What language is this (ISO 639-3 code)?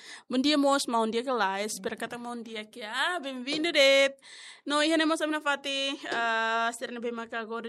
tet